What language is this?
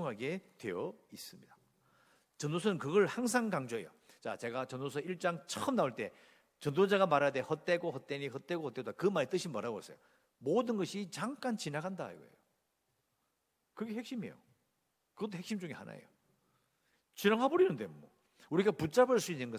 Korean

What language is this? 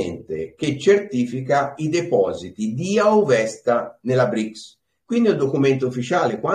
Italian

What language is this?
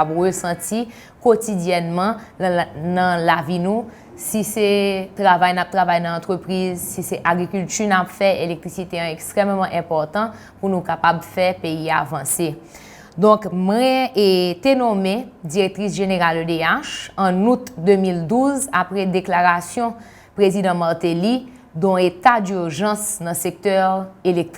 Haitian Creole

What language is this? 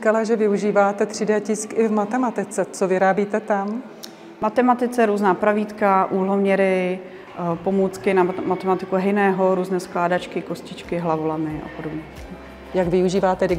Czech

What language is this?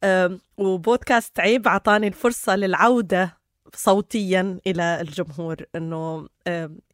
North Levantine Arabic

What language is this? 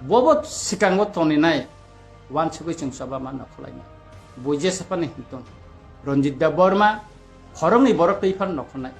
Kok Borok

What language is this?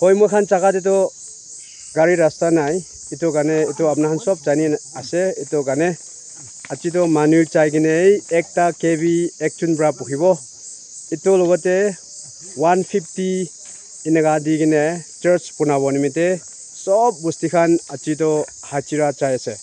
Naga Pidgin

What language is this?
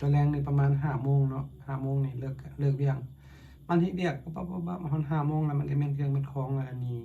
Lao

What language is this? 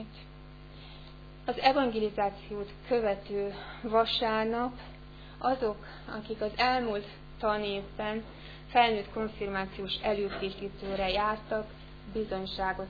Hungarian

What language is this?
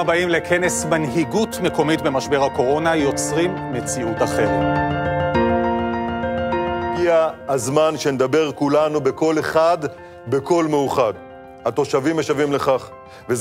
Hebrew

